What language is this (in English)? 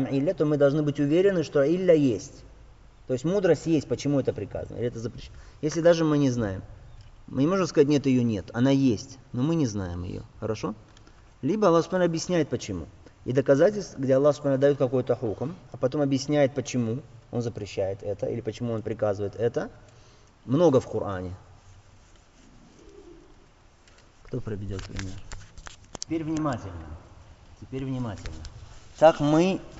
Russian